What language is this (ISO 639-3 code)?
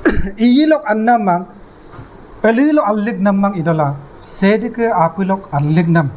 adi